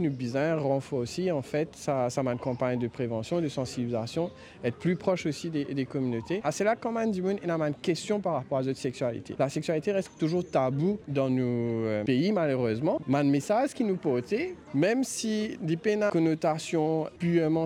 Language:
Morisyen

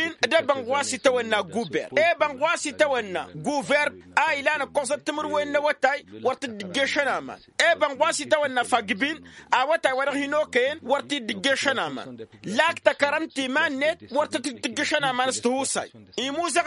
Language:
Tamasheq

